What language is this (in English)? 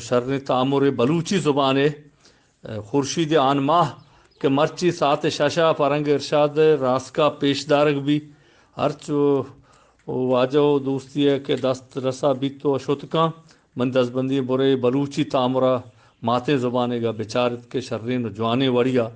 Eastern Balochi